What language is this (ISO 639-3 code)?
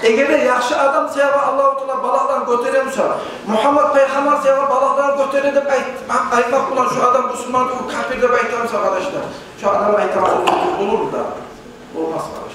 kum